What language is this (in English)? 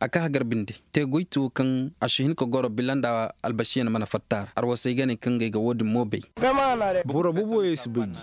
Koyraboro Senni